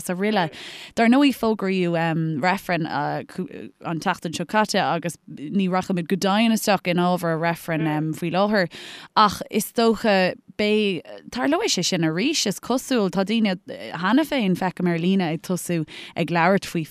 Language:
Irish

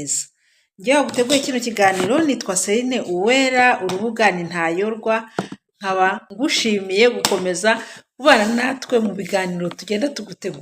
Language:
Kinyarwanda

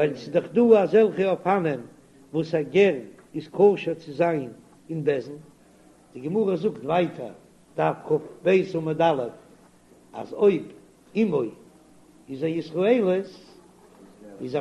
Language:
Yiddish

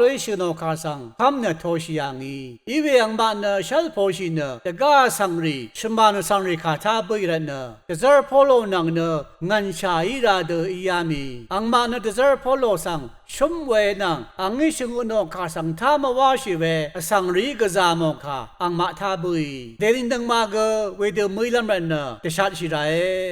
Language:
Rawang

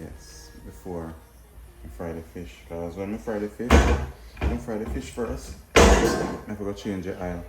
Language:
Jamaican Creole English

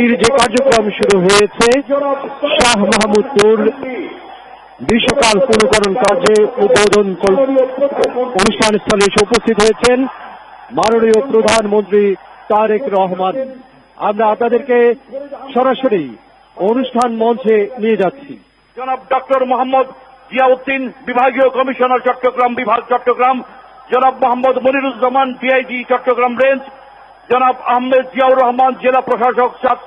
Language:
Bangla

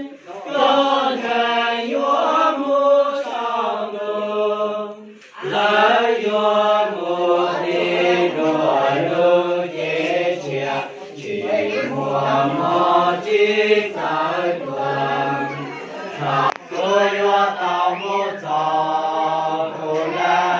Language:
Hmong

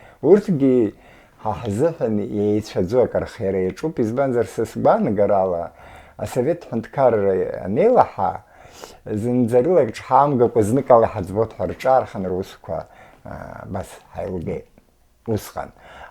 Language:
Abkhazian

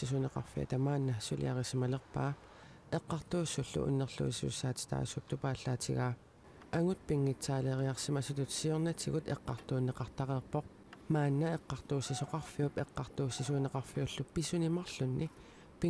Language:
Kalaallisut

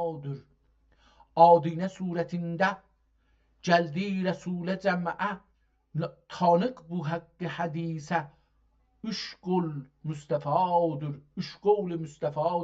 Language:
South Azerbaijani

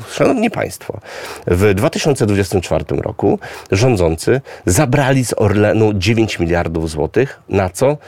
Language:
Polish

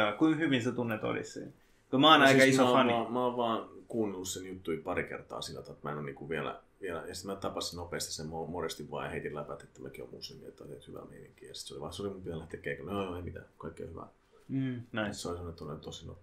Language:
Finnish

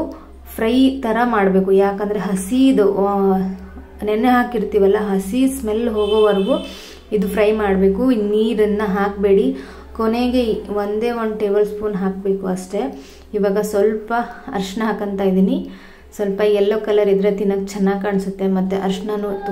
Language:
Kannada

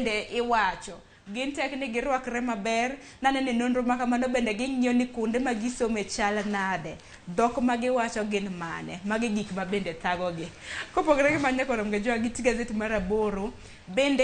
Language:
Luo (Kenya and Tanzania)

